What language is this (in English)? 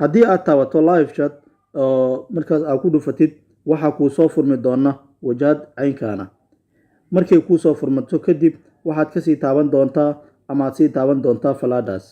Somali